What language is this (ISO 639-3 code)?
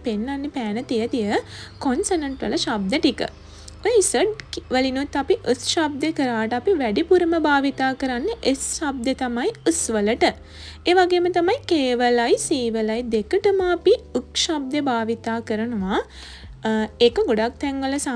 sin